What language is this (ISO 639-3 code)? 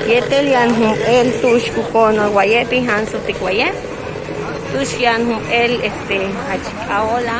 yua